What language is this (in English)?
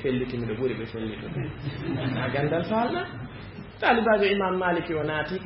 Fula